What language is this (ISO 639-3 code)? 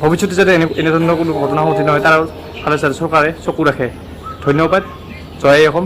asm